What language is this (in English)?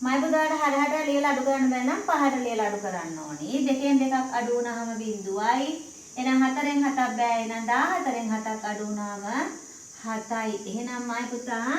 Sinhala